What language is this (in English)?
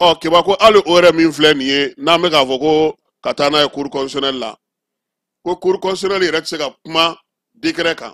Bambara